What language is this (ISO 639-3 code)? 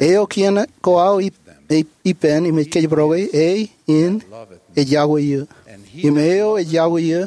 mah